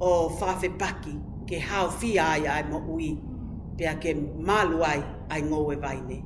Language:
Tongan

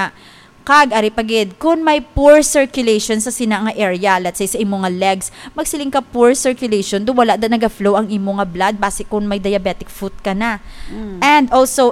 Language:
Hiligaynon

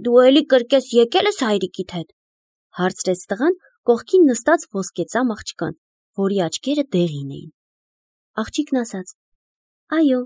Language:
Armenian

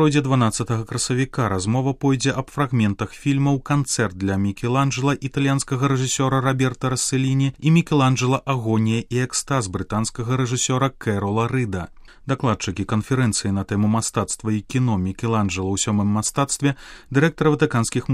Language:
Belarusian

